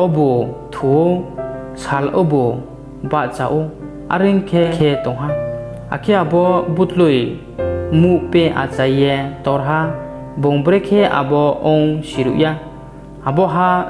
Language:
Riang (India)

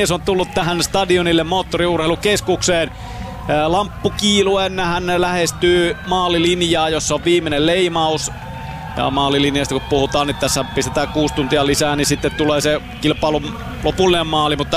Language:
Finnish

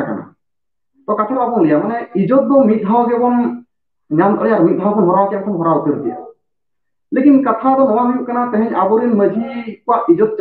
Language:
Santali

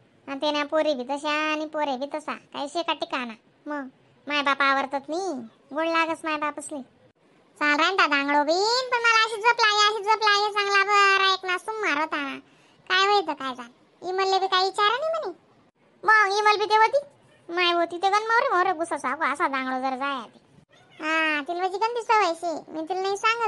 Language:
Khandesi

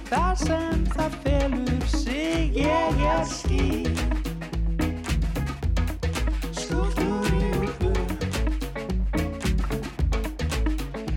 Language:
Icelandic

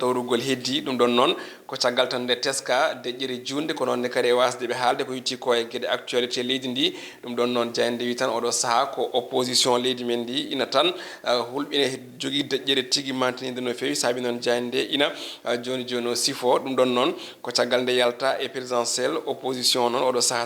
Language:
Fula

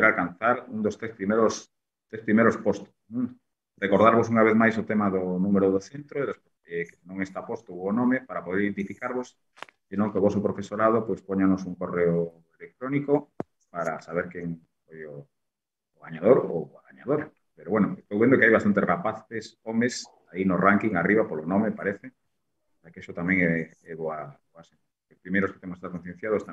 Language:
Galician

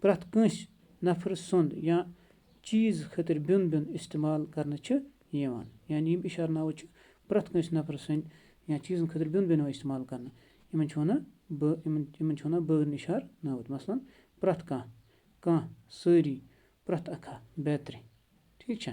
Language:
Kashmiri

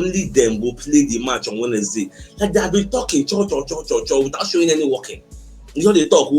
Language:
Nigerian Pidgin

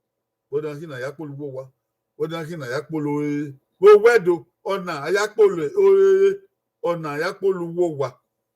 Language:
Bini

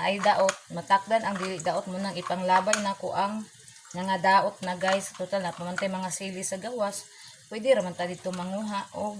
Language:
Cebuano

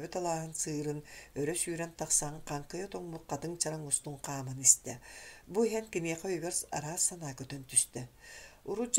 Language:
Yakut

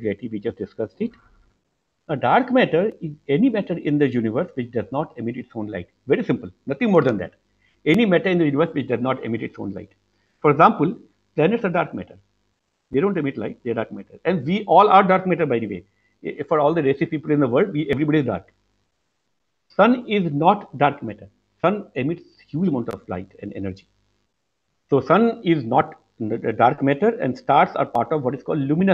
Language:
English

